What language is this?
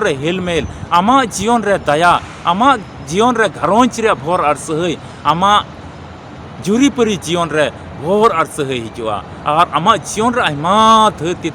Santali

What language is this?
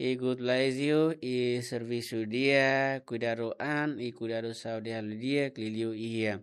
Tetum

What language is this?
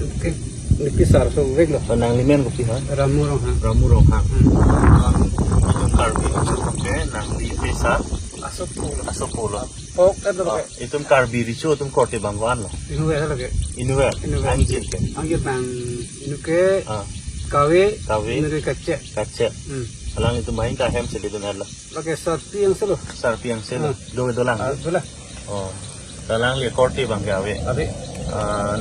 Karbi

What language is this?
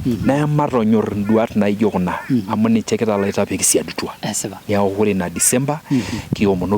Masai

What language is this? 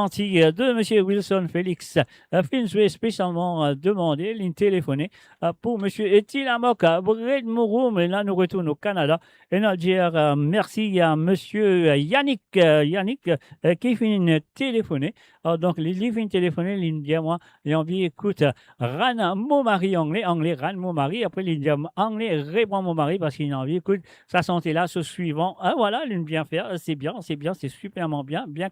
Morisyen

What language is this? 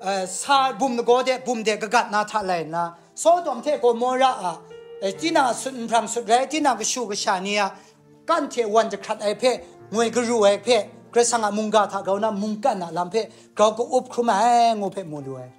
Kachin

